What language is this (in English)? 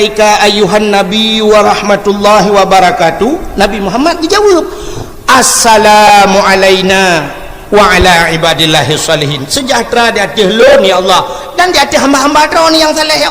Achinese